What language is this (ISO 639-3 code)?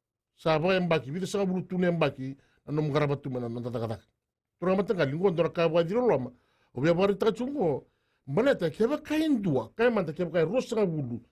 fij